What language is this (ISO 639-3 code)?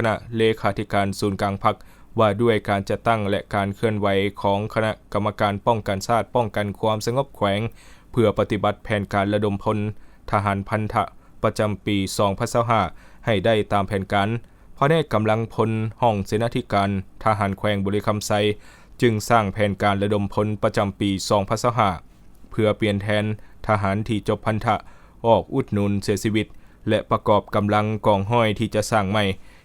lao